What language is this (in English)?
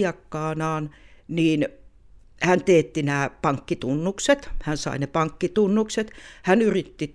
Finnish